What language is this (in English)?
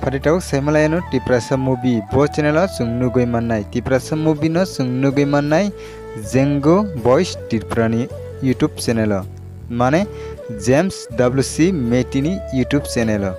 Kok Borok